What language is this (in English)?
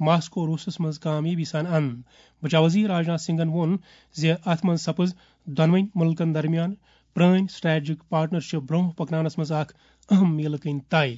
Kashmiri